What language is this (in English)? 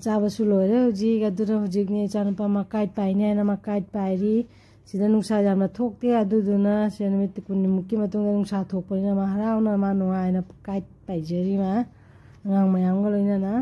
Manipuri